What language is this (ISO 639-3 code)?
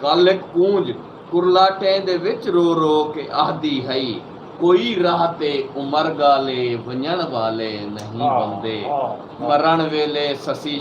skr